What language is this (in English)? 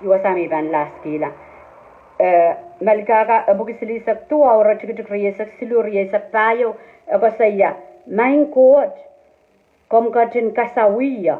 Pohnpeian